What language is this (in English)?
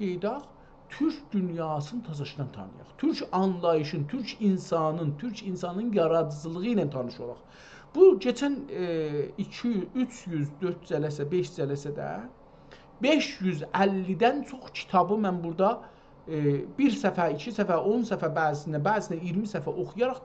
South Azerbaijani